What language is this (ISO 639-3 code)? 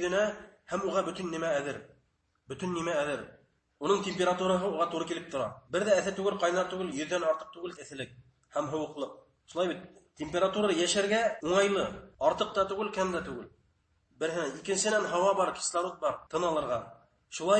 bak